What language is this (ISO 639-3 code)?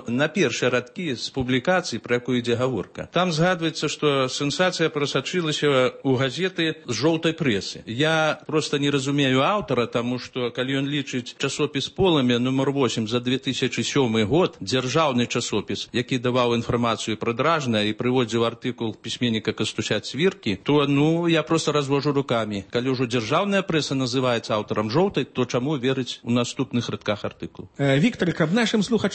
bel